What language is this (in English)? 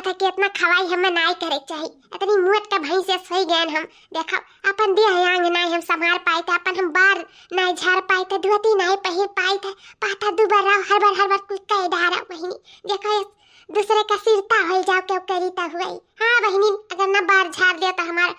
Awadhi